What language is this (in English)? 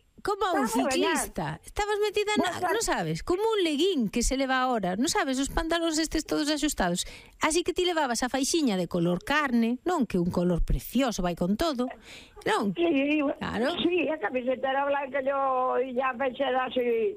Galician